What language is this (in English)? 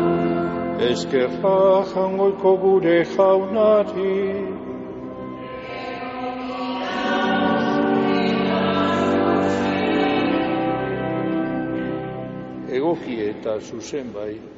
Basque